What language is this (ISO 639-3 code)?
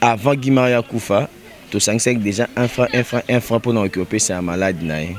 lin